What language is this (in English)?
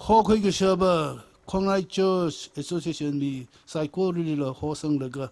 Tangkhul Naga (India)